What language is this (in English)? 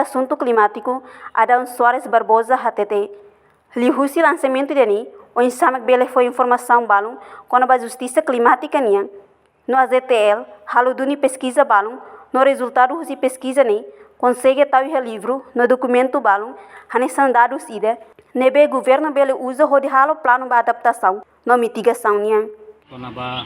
Tetum